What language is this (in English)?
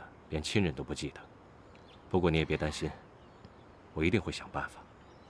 Chinese